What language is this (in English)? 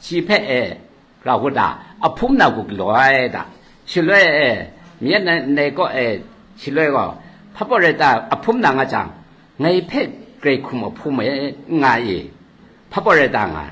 Kachin